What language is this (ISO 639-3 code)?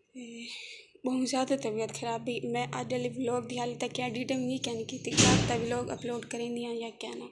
skr